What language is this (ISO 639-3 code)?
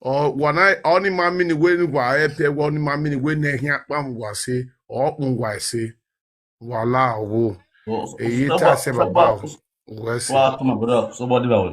pcm